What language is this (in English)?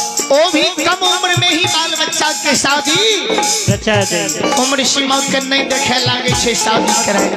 Maithili